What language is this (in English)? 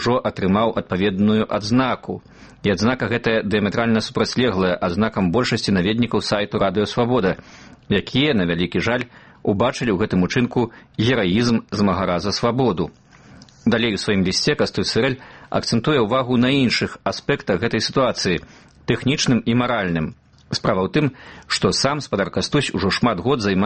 Belarusian